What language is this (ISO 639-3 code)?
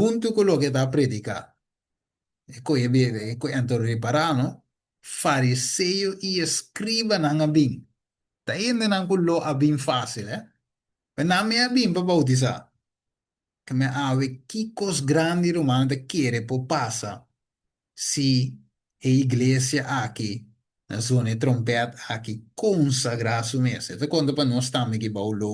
pap